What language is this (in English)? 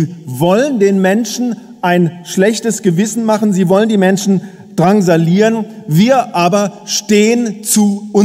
German